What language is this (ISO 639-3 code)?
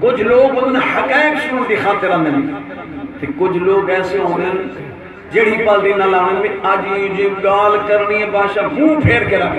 skr